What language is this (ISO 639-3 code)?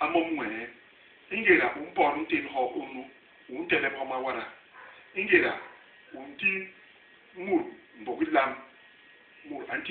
bas